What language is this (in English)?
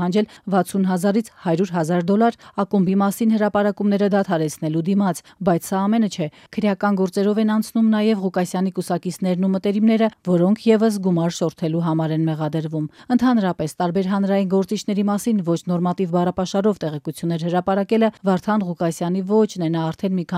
Armenian